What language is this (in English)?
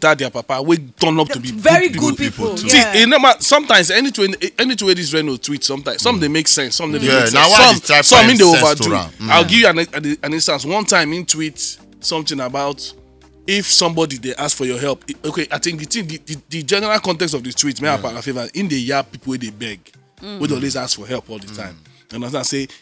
Nigerian Pidgin